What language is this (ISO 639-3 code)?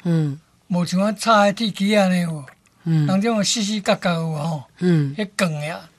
nan